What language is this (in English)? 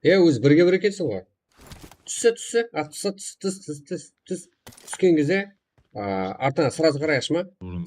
Kara-Kalpak